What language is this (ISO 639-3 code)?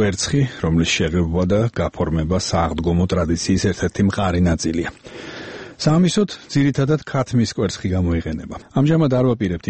kat